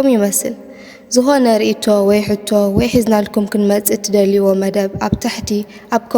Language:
Tigrinya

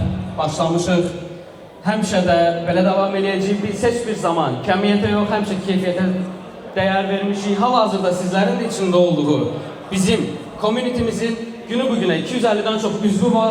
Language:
Azerbaijani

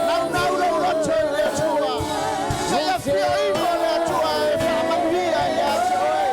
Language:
Samoan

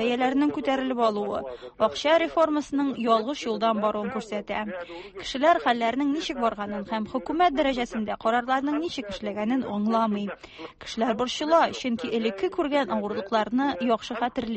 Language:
Tatar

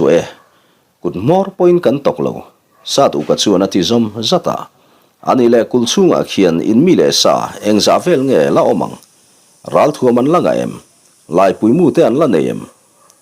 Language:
Mizo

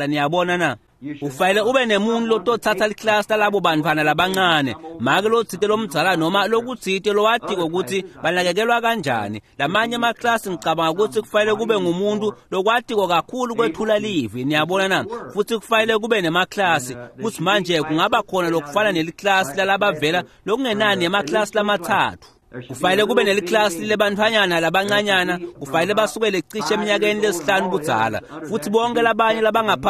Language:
Swati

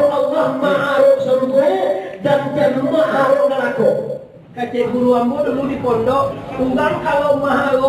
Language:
Minangkabau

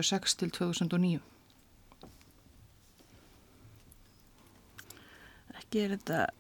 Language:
Icelandic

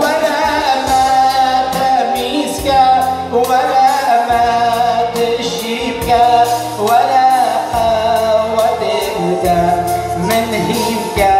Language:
Kurdish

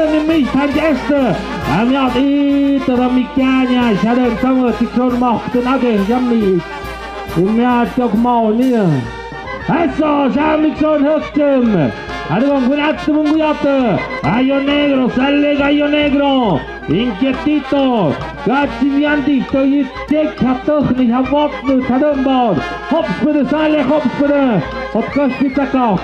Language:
Tlahuitoltepec Mixe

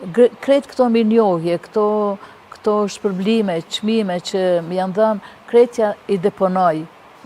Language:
Albanian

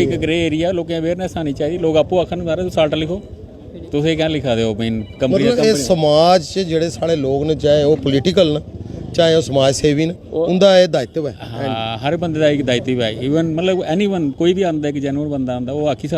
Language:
Dogri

